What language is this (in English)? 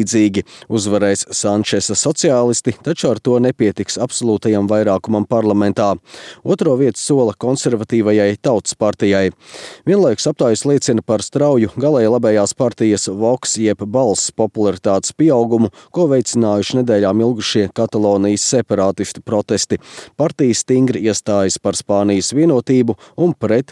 Latvian